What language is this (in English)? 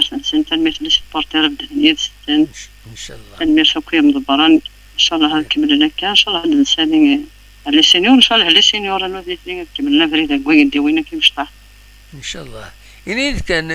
Kabyle